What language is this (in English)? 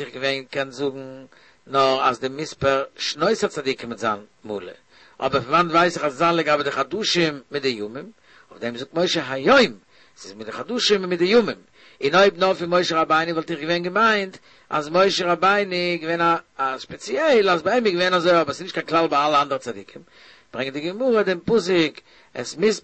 Yiddish